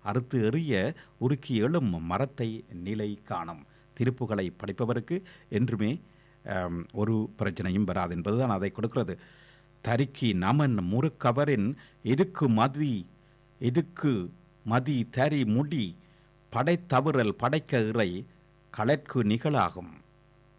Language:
Tamil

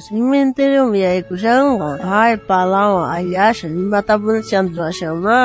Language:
South Bolivian Quechua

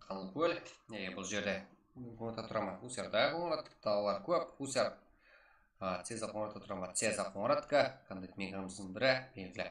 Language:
Kara-Kalpak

